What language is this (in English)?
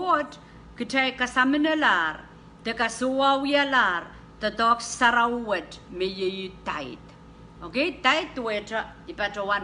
Pohnpeian